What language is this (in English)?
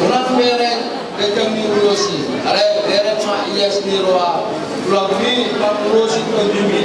Batak Toba